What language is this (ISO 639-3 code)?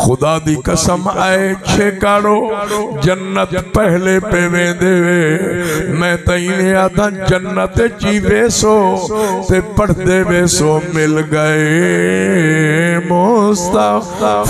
skr